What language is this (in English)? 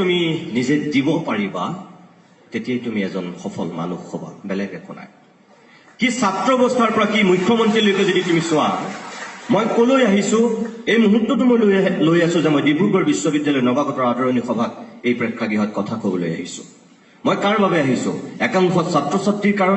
Assamese